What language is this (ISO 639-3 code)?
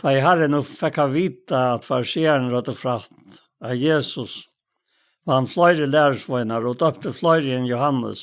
fao